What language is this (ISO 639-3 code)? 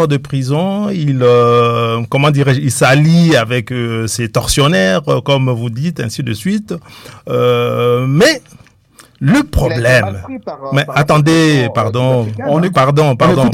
fra